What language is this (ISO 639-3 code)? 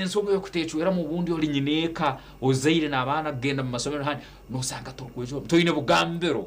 nyn